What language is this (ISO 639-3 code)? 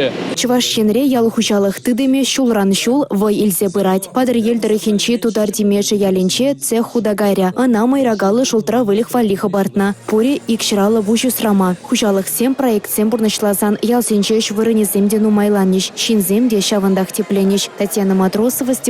chv